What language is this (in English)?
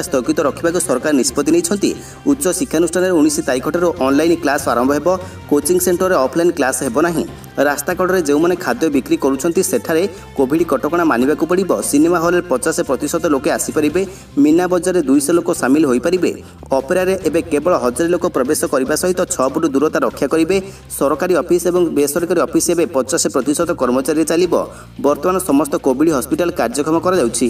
Odia